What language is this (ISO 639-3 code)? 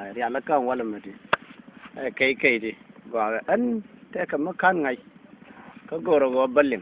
nus